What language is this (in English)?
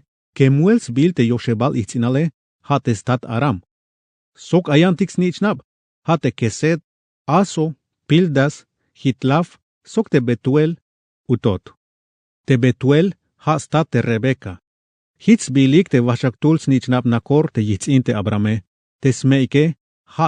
Tzeltal